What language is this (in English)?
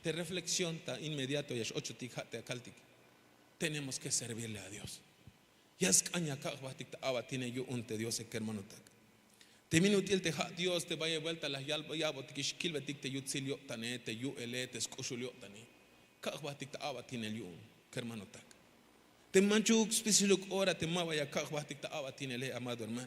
Tzeltal